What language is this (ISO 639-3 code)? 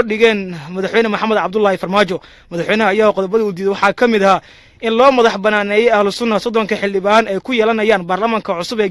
som